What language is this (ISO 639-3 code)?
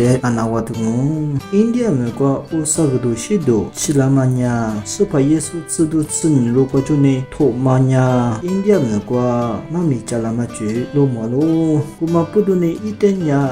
lis